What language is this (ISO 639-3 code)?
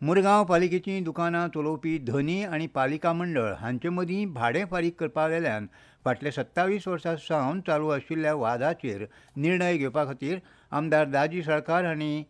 kok